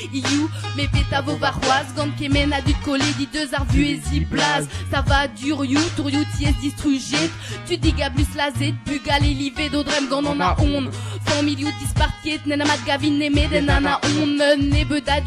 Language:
Breton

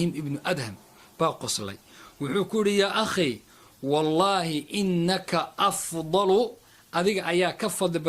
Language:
Somali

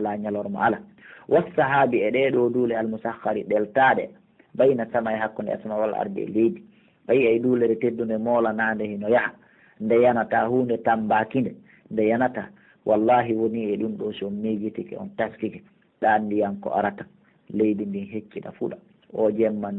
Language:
Pular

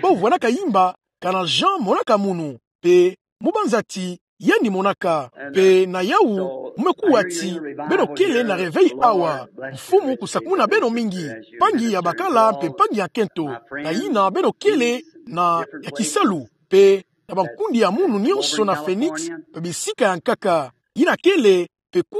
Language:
Kituba (Democratic Republic of Congo)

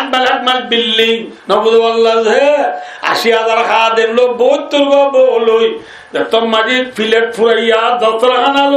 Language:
Rohingya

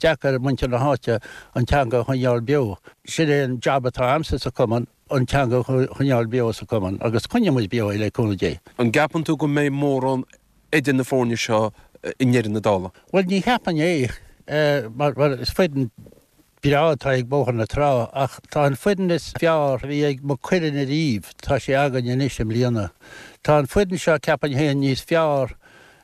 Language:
Irish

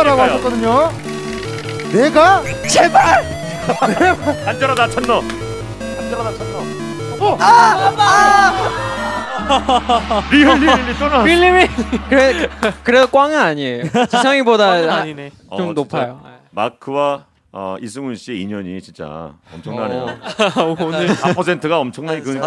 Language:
Korean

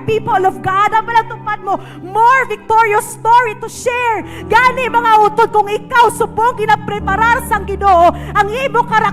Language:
Hiligaynon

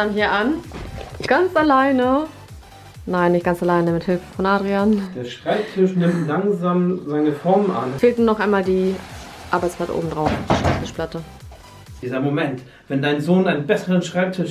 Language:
German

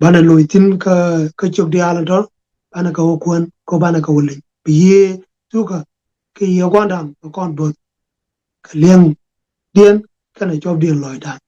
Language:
Nuer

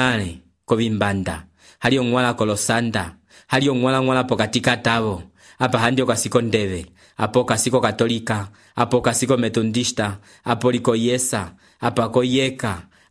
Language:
Umbundu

